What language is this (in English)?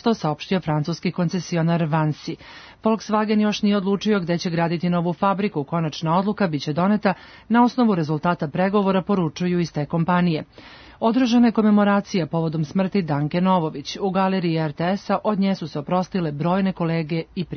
Serbian